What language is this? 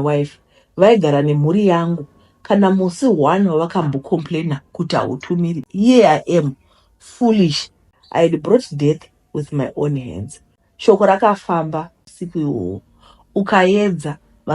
Shona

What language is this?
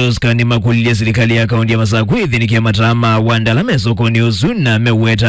Kamba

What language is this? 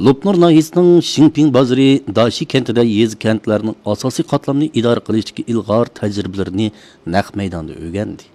Uyghur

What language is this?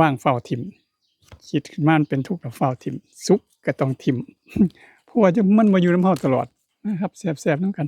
Northeastern Thai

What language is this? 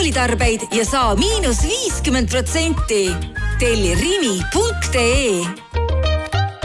Estonian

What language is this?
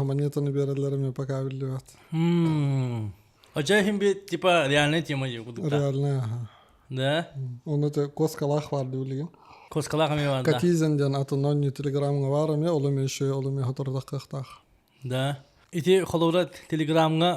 Yakut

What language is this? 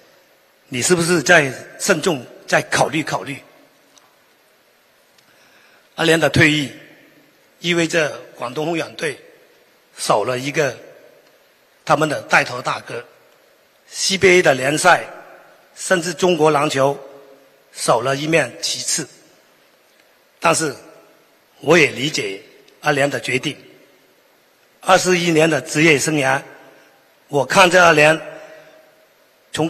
Chinese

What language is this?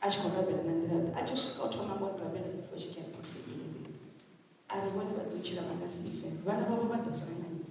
Venda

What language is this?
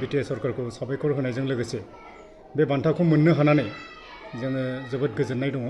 Bodo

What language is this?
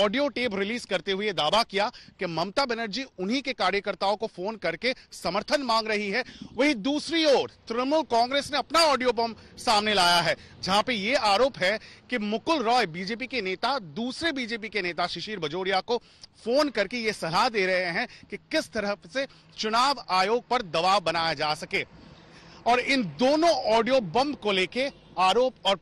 Hindi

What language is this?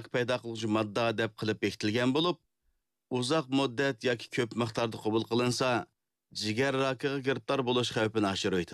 Uyghur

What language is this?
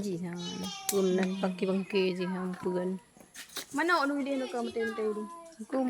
Achinese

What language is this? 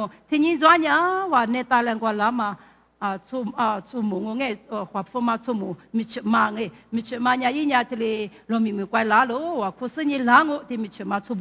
Lisu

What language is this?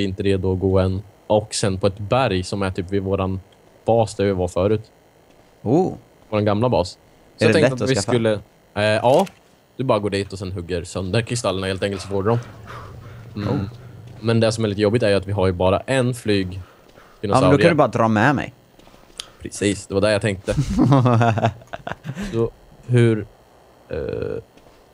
Swedish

